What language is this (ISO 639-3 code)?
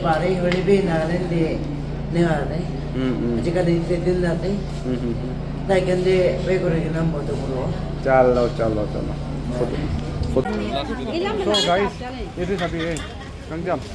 nag